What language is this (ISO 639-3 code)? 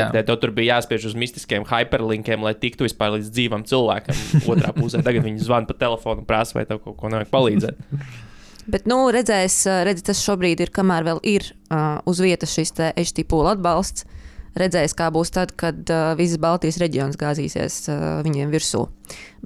lav